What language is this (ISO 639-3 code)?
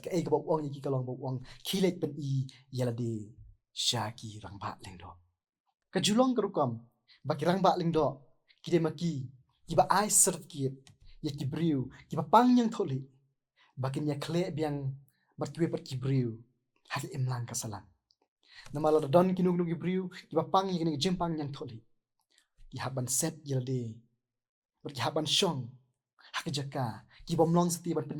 kha